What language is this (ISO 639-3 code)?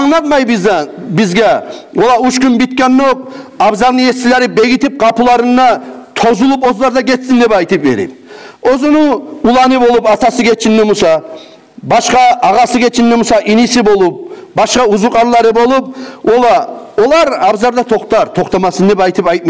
kum